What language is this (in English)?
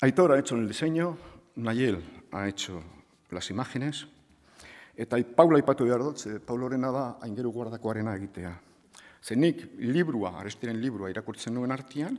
Basque